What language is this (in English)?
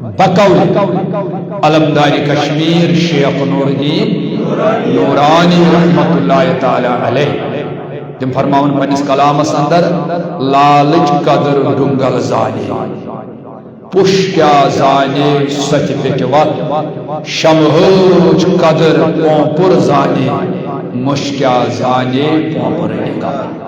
Kashmiri